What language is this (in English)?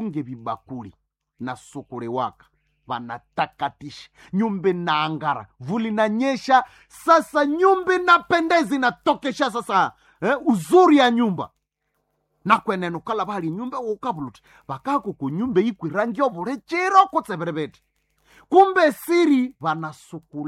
Nande